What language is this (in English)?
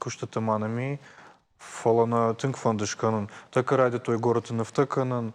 Ossetic